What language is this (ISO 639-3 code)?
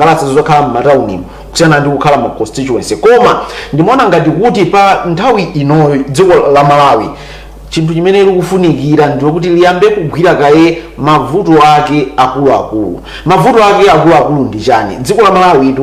nya